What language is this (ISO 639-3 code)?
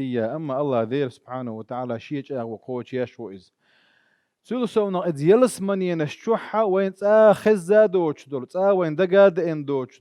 che